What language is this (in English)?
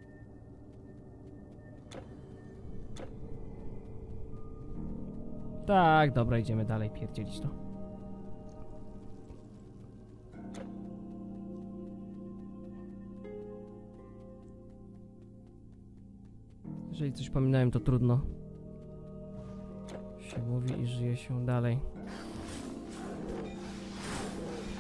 Polish